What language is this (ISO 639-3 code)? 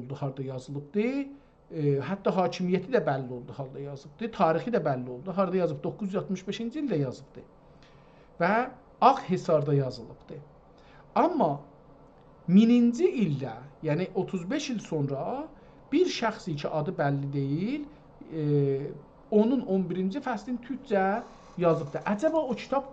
azb